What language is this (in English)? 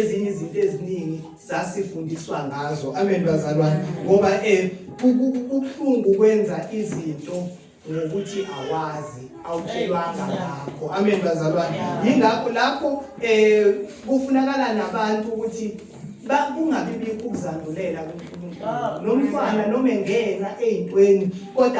Zulu